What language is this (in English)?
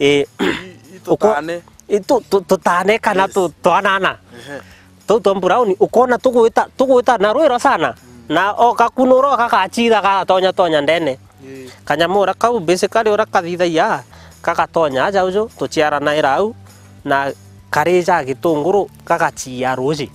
Meru